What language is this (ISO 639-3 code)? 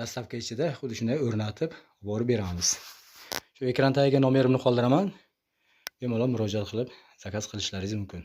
uzb